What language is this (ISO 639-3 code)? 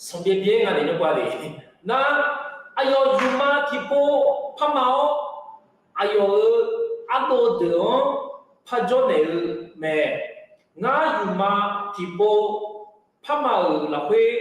ahk